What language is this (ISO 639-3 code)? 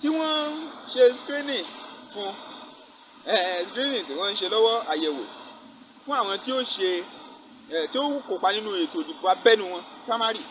yor